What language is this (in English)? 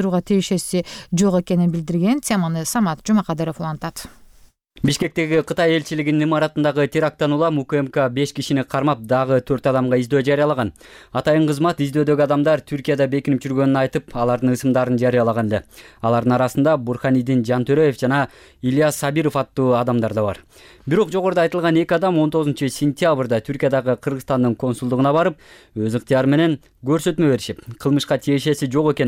Kyrgyz